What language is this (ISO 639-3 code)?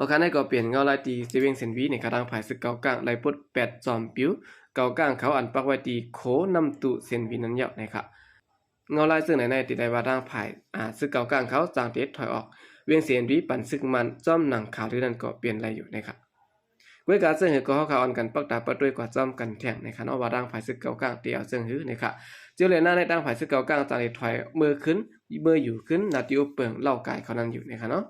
shn